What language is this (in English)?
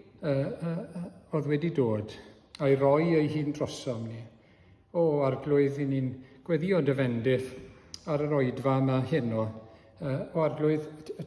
Welsh